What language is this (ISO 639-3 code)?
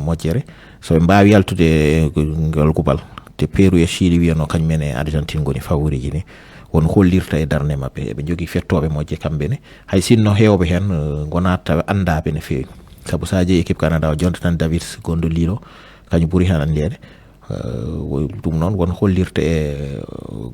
ful